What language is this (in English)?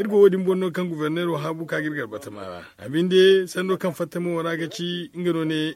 Zarma